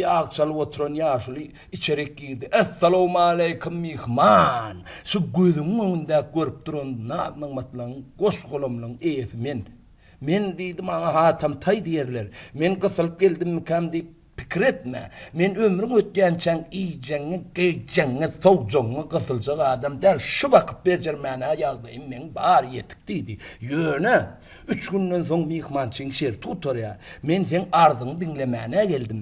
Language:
Turkmen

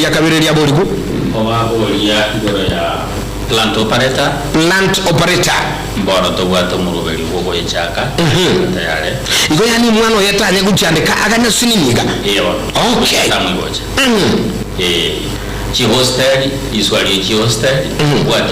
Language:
Gusii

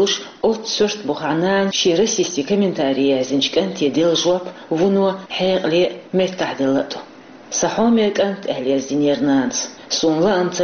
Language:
Chechen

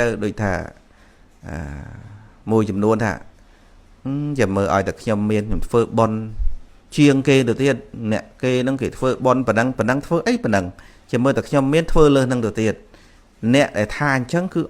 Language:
Khmer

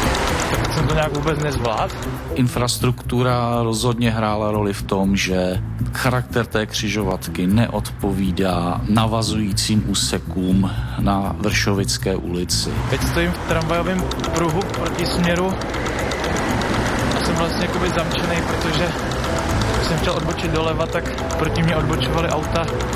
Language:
Czech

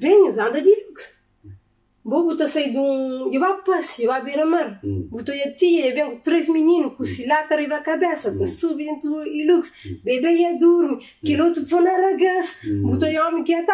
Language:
Kabuverdianu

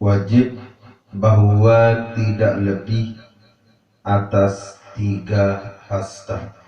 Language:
Sasak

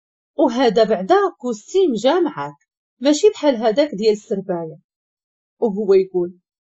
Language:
Moroccan Arabic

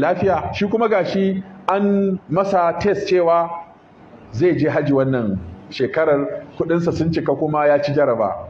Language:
Hausa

